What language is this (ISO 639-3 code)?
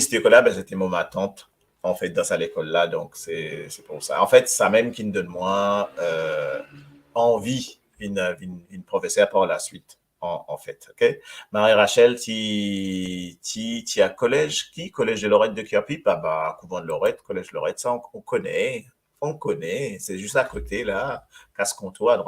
mfe